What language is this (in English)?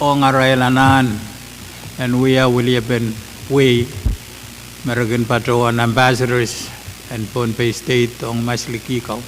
Pohnpeian